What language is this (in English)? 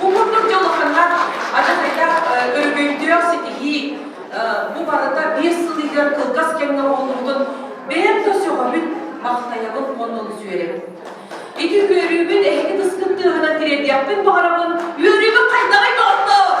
Yakut